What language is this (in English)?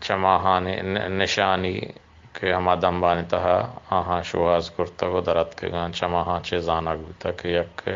Eastern Balochi